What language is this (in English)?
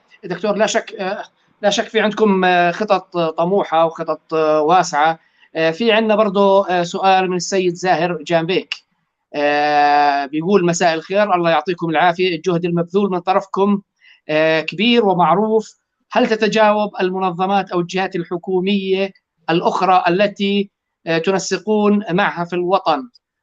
North Levantine Arabic